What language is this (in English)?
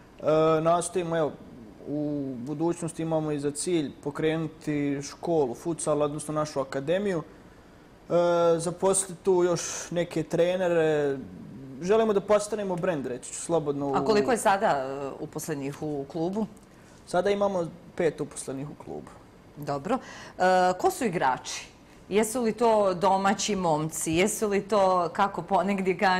Bosnian